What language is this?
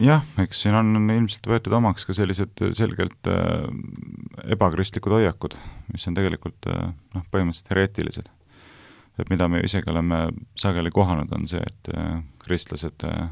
Estonian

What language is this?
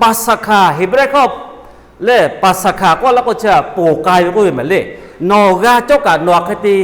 Lahu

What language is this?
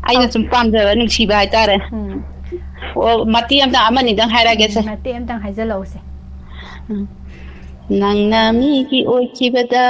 Manipuri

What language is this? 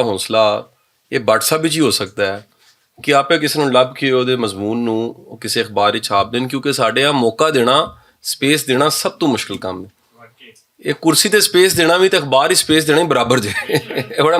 Western Panjabi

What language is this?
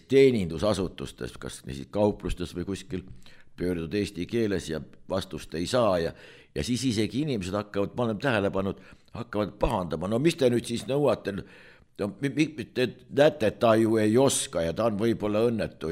Estonian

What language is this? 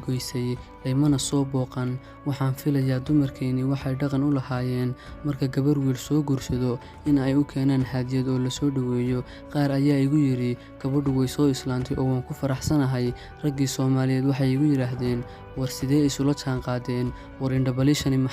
Somali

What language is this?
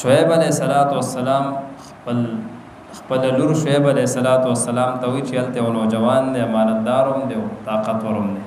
Pashto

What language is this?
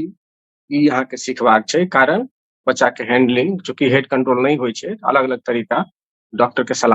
Maithili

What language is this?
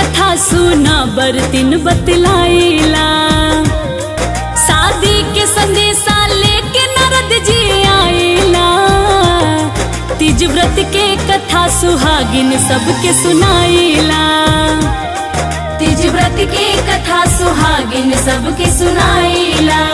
Bhojpuri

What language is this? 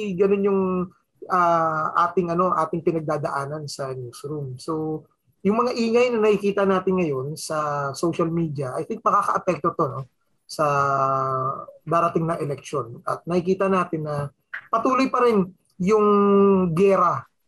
Filipino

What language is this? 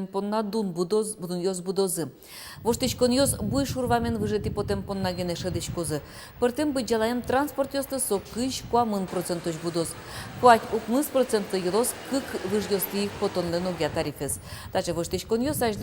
Udmurt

